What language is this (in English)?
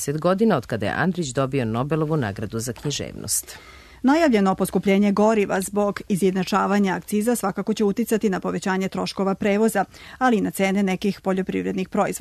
Serbian